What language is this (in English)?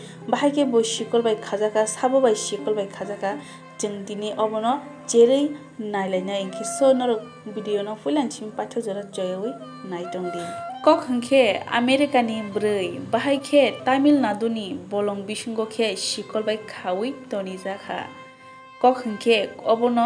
Kok Borok